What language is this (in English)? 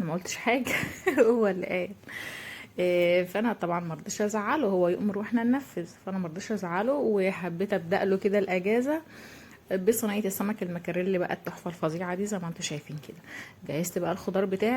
Egyptian Arabic